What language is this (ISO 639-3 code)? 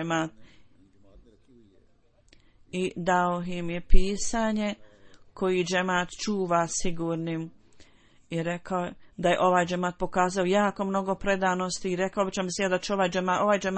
bos